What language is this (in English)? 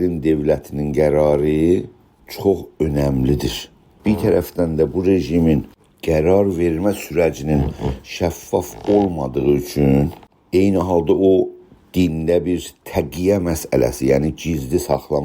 South Azerbaijani